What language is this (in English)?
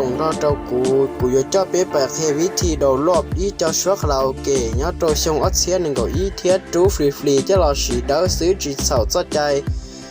Hmong